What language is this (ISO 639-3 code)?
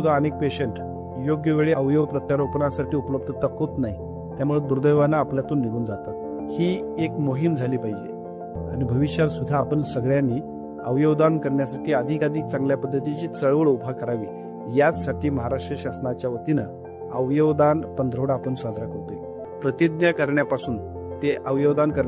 mar